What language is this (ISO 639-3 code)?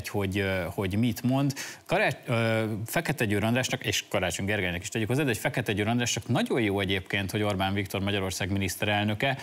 hun